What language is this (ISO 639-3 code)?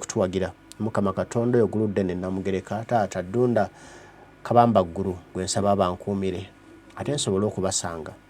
lug